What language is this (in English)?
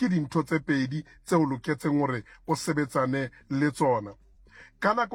Southern Sotho